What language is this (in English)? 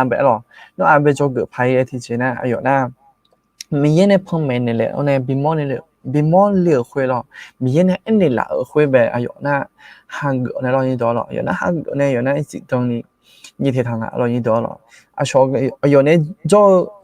Akha